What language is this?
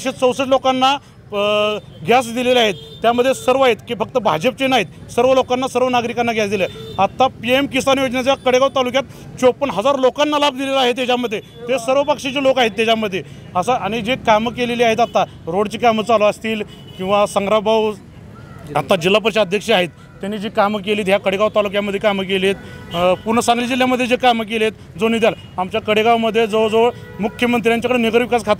Marathi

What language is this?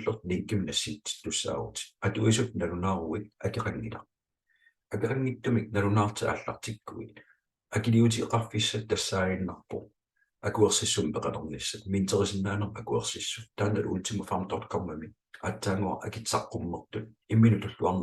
Kalaallisut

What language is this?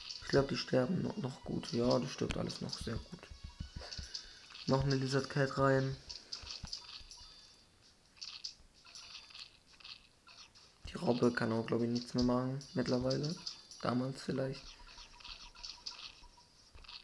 German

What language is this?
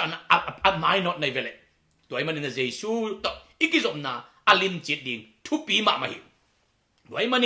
Tedim Chin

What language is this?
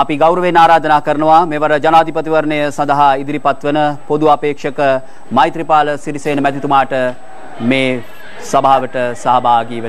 Sinhala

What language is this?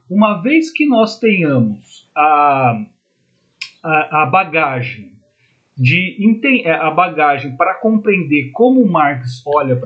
Portuguese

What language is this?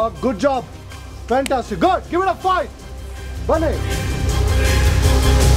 Kannada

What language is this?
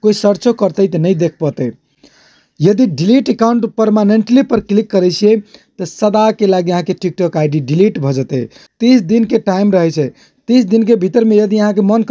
Maithili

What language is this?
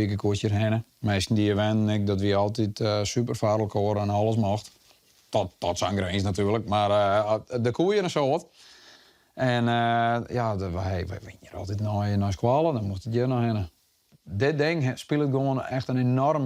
Western Frisian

